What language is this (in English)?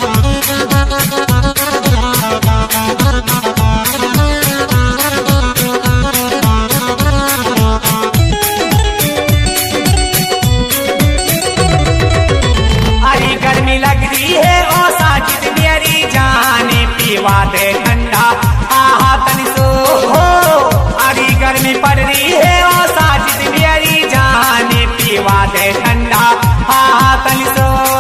Bhojpuri